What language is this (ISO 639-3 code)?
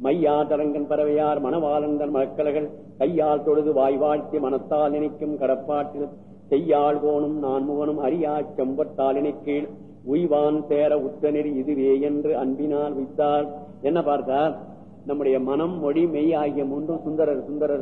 tam